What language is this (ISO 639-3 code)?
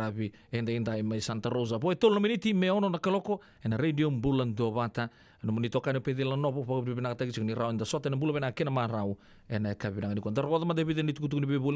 fij